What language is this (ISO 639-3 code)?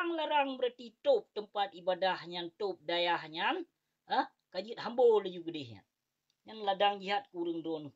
ace